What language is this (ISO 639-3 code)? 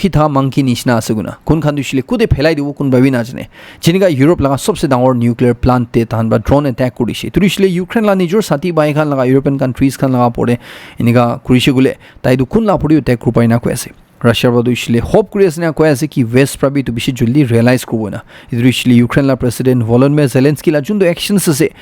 nag